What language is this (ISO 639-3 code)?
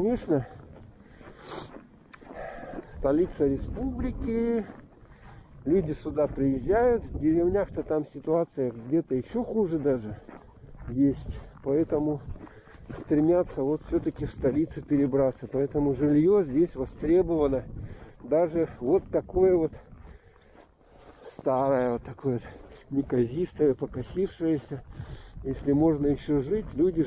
rus